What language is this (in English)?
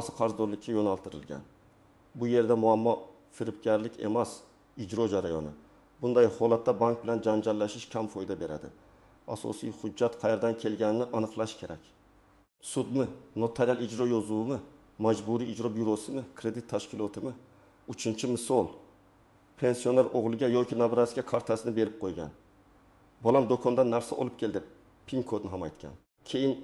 Uzbek